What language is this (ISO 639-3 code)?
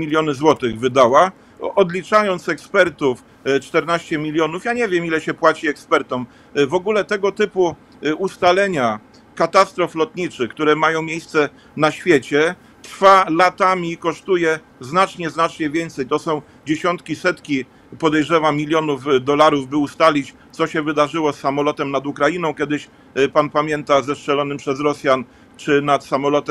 pol